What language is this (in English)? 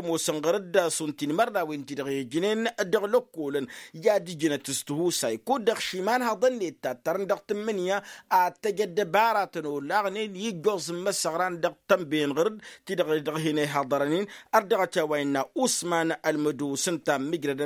Tamasheq